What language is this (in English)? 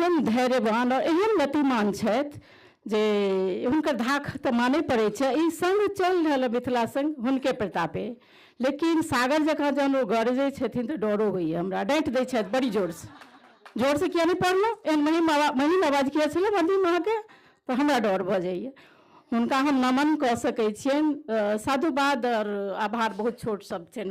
Maithili